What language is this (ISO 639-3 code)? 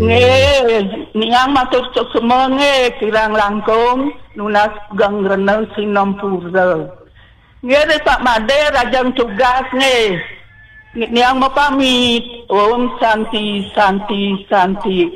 ban